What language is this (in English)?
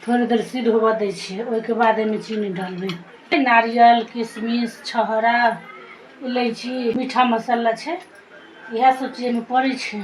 Maithili